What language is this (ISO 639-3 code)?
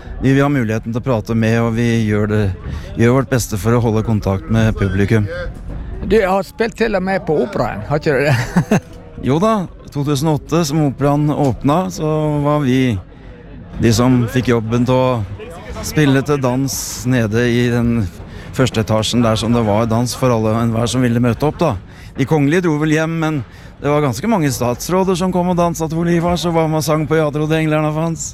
nor